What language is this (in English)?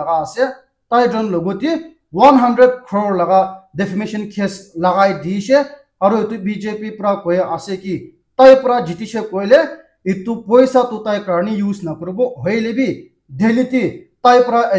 Naga Pidgin